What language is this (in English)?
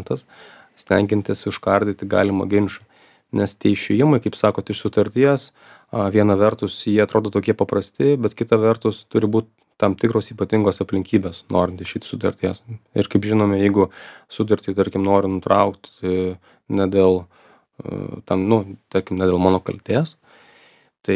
Lithuanian